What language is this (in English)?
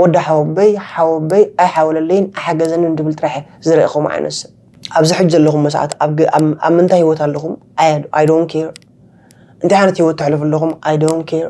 Tigrinya